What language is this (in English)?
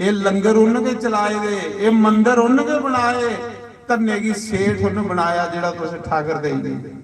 Dogri